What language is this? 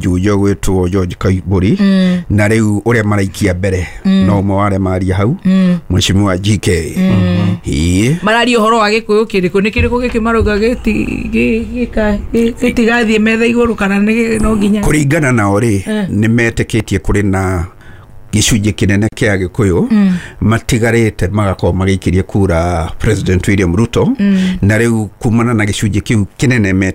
Kikuyu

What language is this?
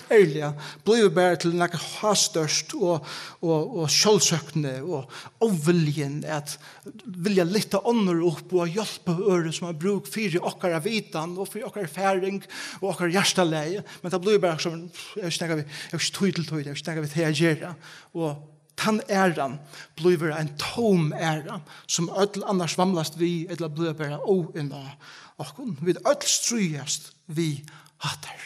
Faroese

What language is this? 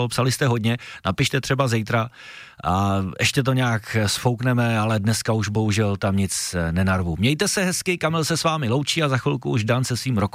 Czech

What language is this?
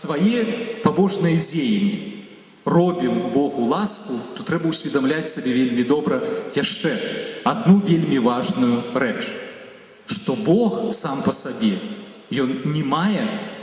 Belarusian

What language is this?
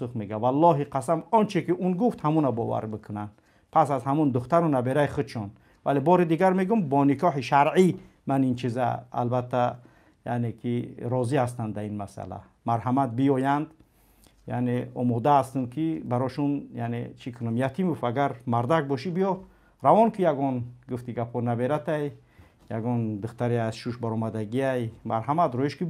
Tajik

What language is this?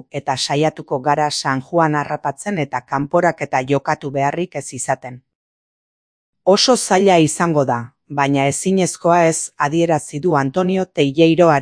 Basque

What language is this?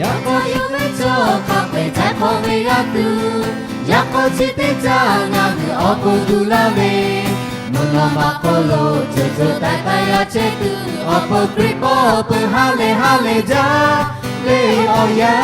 Lahu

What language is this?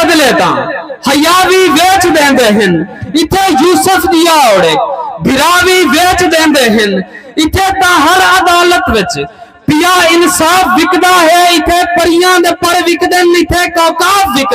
Saraiki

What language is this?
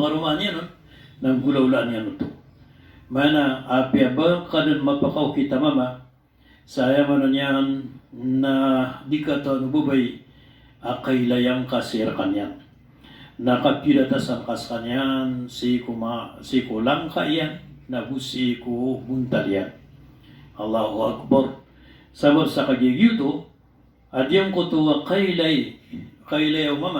Maranao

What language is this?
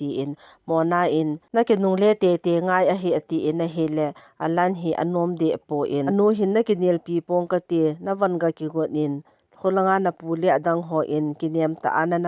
Thado Chin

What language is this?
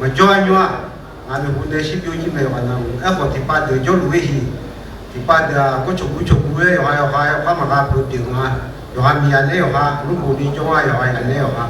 Akha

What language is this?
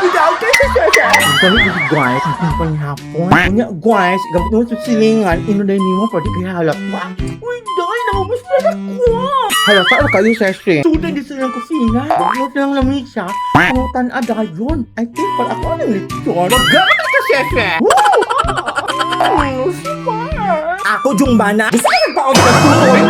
Cebuano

